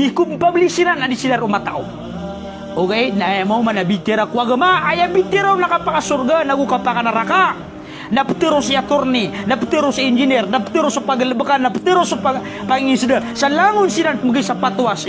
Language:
Maranao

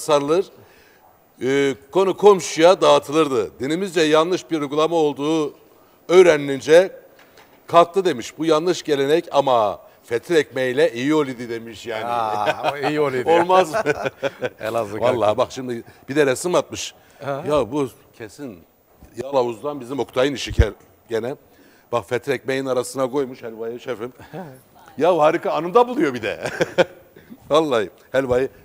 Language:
Turkish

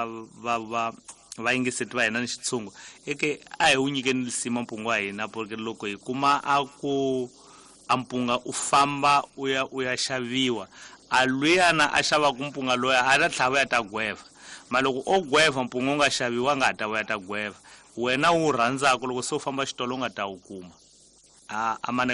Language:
Tsonga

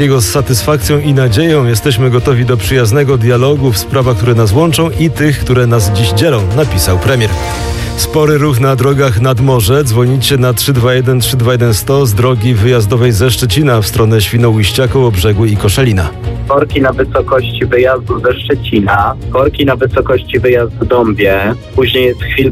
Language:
Polish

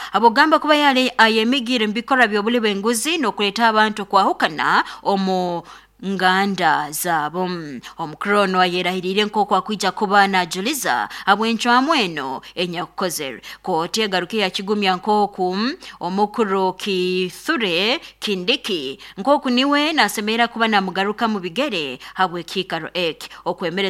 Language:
Nyoro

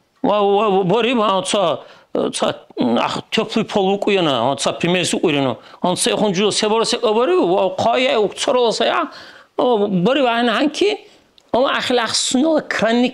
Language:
Dargwa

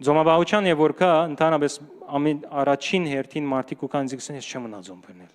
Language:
Western Armenian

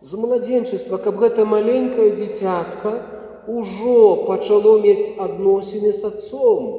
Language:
Belarusian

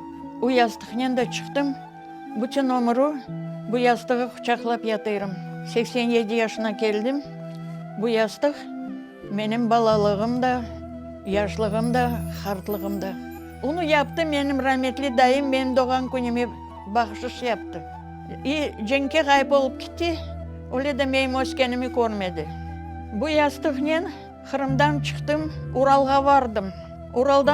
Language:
Crimean Tatar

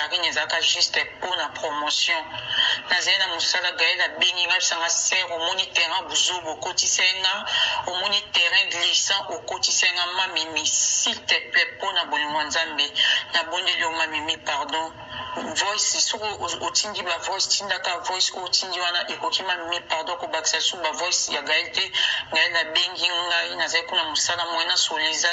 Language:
Lingala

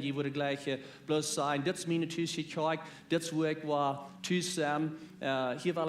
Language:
Plautdietsch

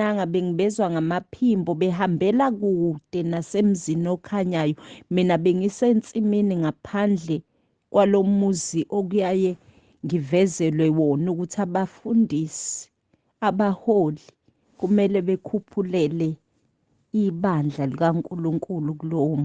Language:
Zulu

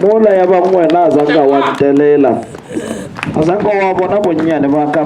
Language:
Northern Sotho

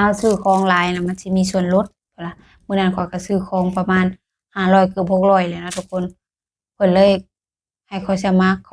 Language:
Lao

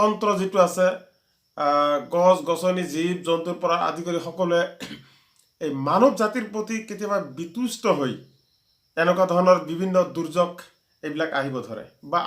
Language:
Assamese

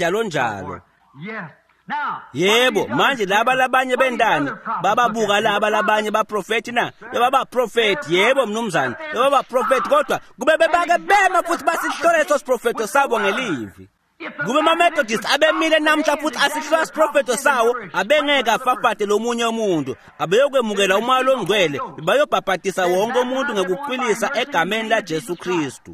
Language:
Swati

